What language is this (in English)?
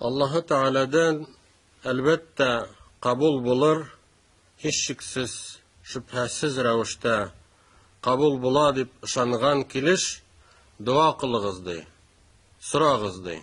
Tatar